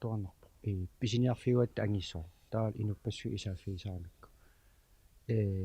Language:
Kalaallisut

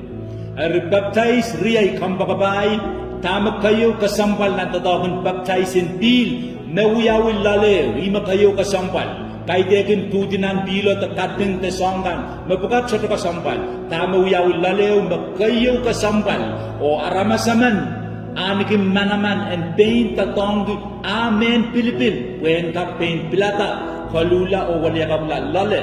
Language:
Pohnpeian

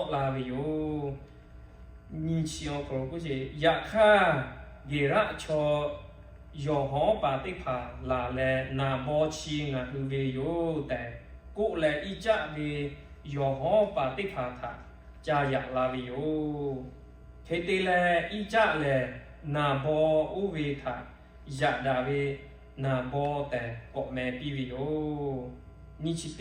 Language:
Lahu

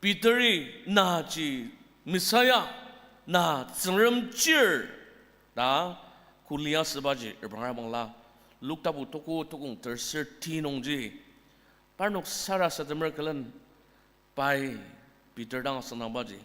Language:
Ao Naga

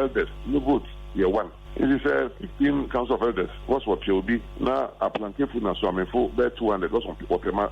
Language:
Akan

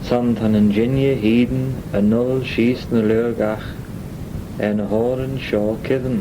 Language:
Manx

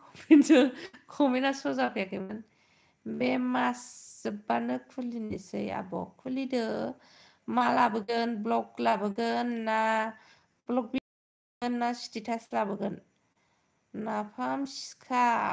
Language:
Bodo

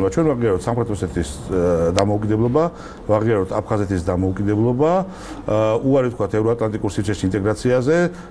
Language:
Georgian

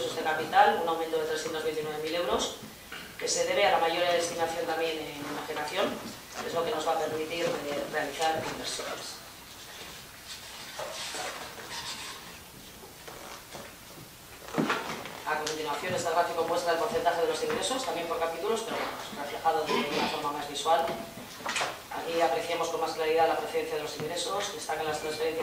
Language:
Spanish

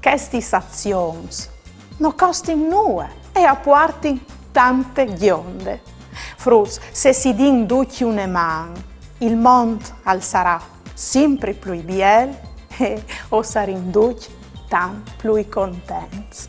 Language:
Friulian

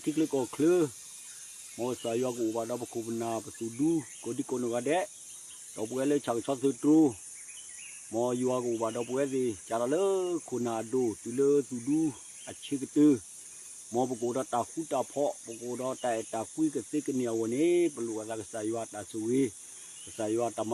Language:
S'gaw Karen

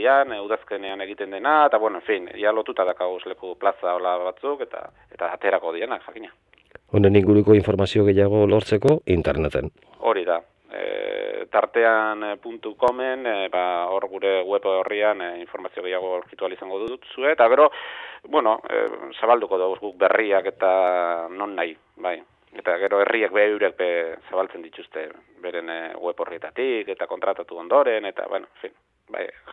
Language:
Basque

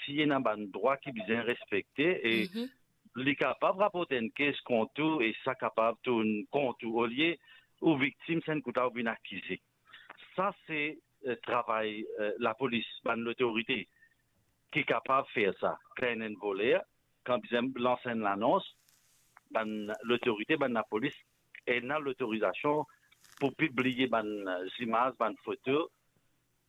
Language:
Morisyen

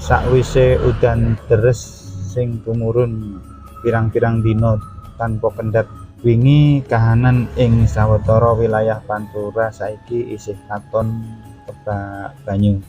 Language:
Javanese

